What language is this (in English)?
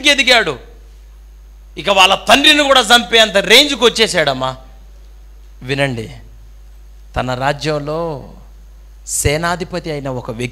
Telugu